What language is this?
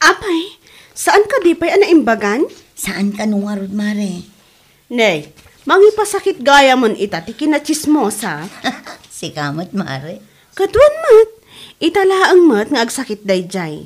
Iloko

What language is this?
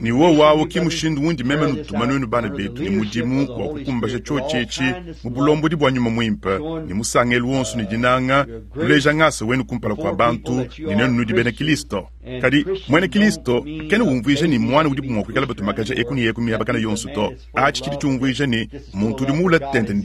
Luba-Lulua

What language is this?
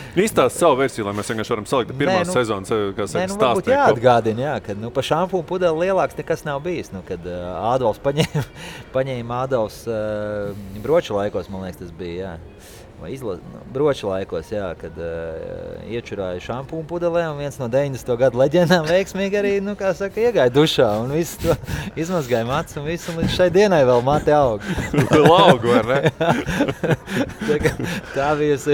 Latvian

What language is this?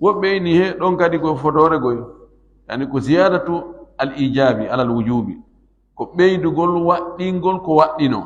Fula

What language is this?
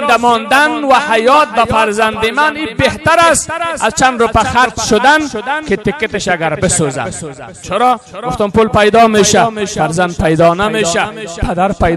Persian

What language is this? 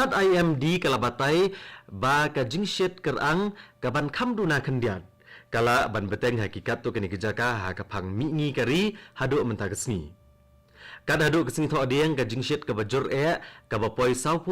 Khasi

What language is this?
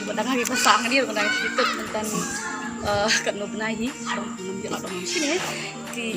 Khasi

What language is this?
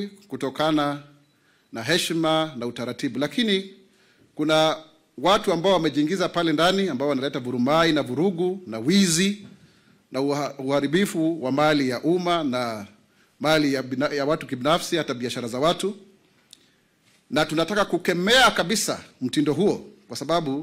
Swahili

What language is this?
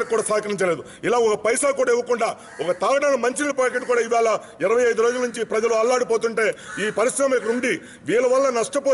Telugu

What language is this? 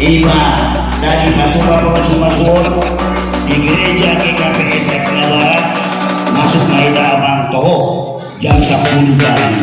Batak Toba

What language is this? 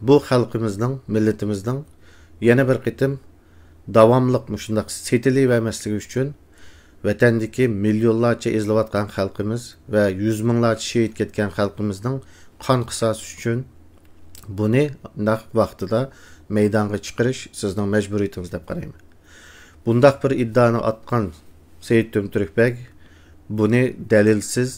Uyghur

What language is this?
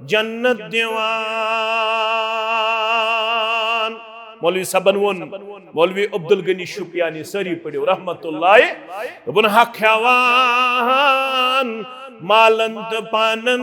Kashmiri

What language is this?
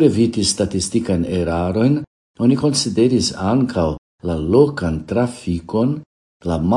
Esperanto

